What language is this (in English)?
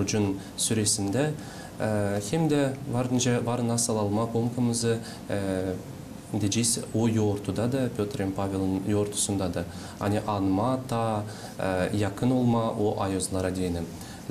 Gagauz